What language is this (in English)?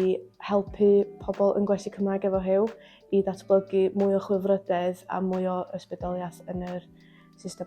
Welsh